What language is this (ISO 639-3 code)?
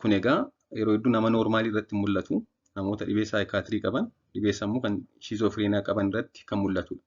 orm